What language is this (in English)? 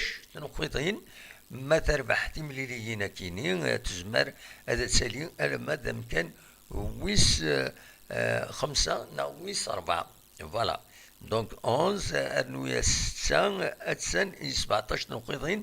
Kabyle